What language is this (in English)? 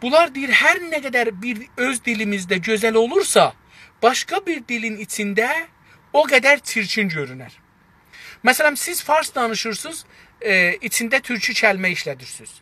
South Azerbaijani